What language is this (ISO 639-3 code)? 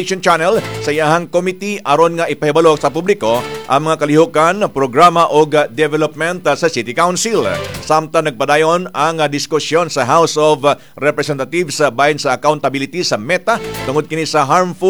ceb